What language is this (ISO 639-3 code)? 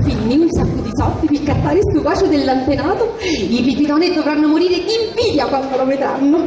scn